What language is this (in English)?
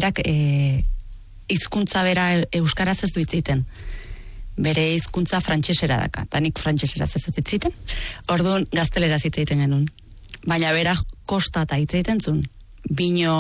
Basque